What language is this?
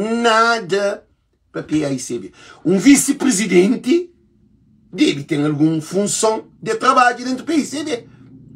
Kabuverdianu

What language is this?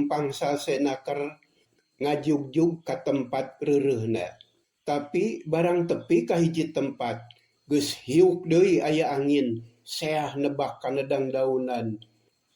Sundanese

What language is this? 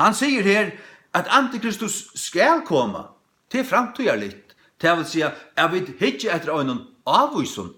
Faroese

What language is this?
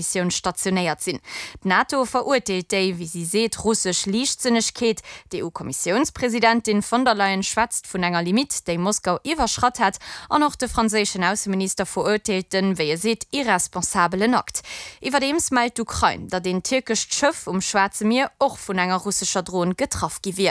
Luxembourgish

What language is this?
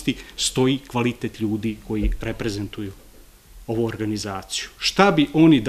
Serbian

